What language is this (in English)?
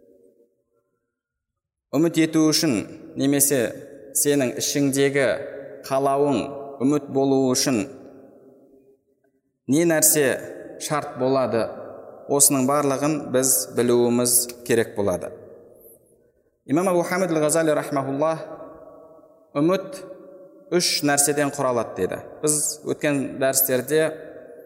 Kazakh